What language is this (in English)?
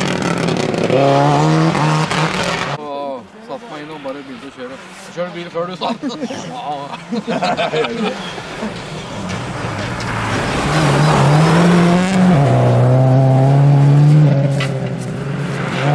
Norwegian